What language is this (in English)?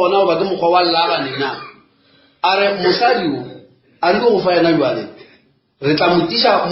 Northern Sotho